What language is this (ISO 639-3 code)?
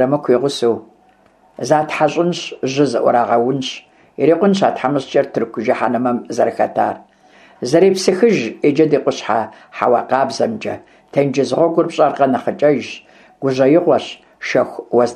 kbd